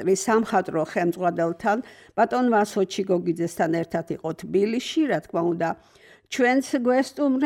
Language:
Georgian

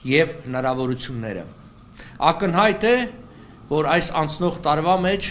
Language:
Western Armenian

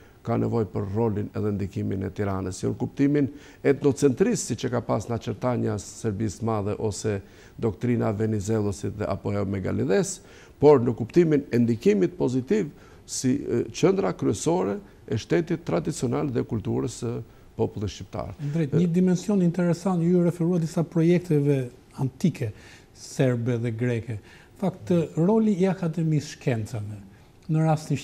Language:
Albanian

